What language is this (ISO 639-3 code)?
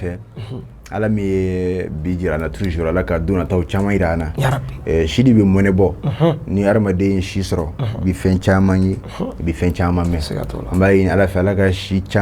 bam